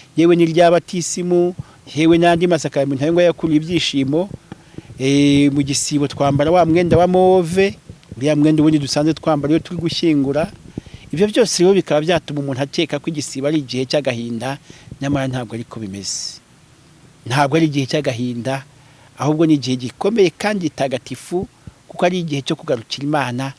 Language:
Kinyarwanda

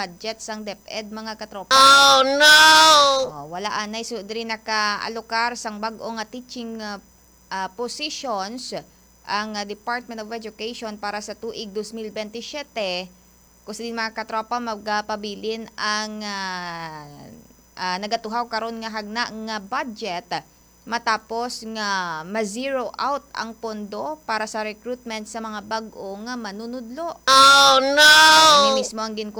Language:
Hiligaynon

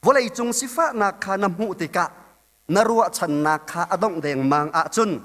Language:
Hakha Chin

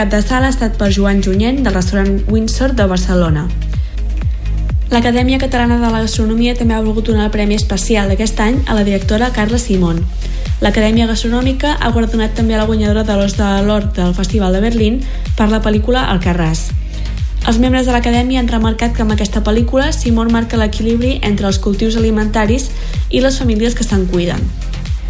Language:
Catalan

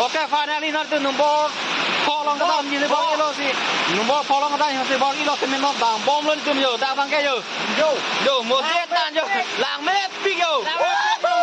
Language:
Karbi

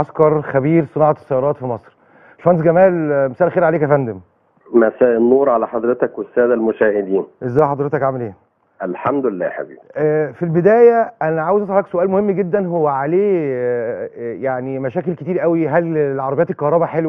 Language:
Egyptian Arabic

